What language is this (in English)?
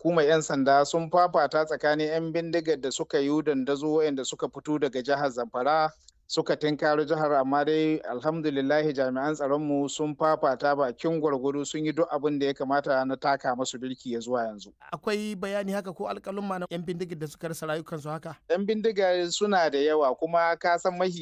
Hausa